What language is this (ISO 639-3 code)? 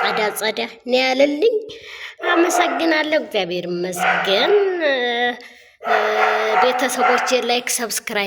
amh